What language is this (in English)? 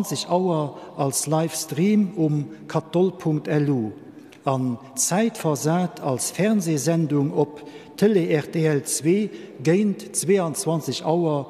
Luxembourgish